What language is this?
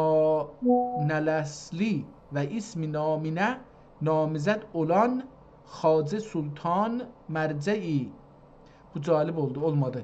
South Azerbaijani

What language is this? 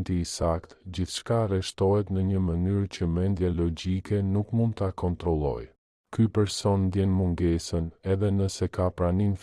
Albanian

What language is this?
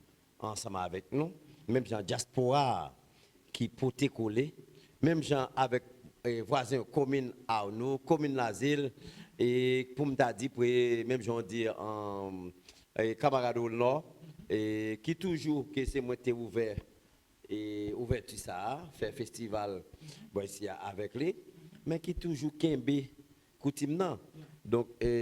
Haitian Creole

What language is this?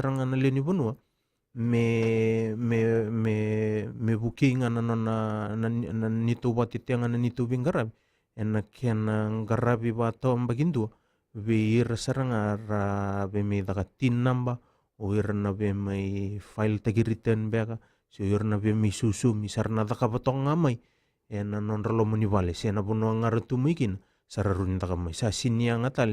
Fijian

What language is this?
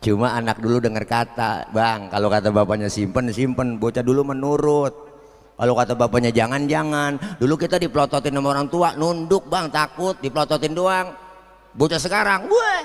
Betawi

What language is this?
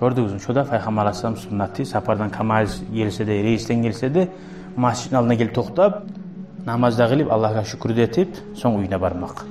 Kumyk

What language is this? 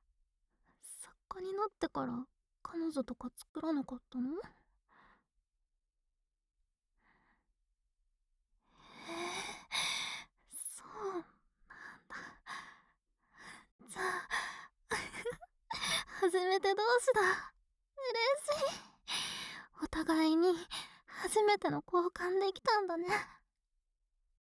Japanese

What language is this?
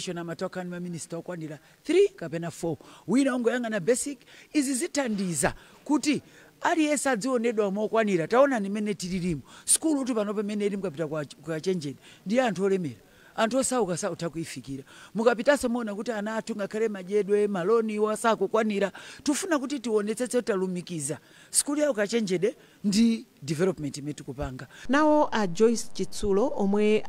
Nyanja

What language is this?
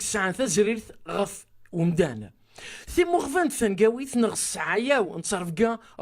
Kabyle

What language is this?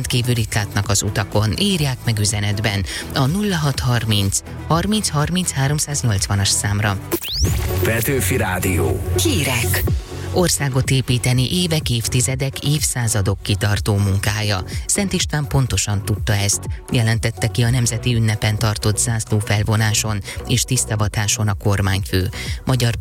Hungarian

